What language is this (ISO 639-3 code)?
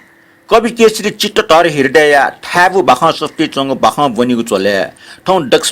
new